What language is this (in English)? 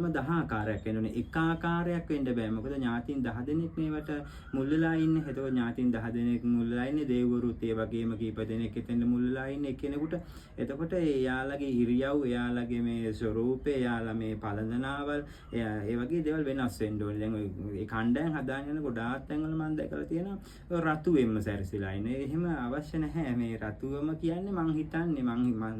Sinhala